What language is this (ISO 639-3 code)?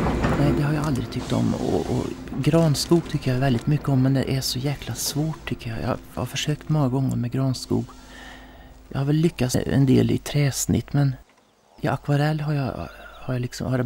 swe